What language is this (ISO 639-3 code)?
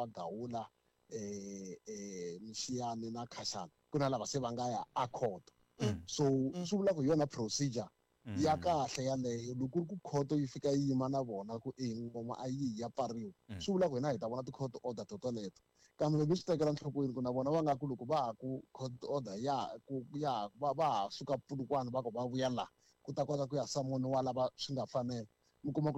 tso